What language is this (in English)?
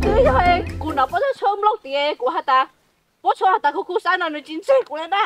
Hmong